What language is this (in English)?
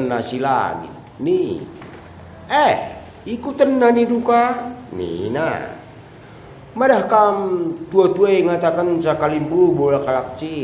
Batak Karo